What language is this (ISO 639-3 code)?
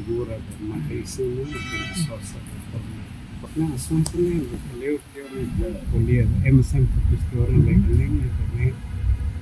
tet